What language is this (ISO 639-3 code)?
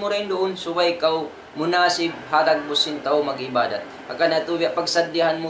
tsg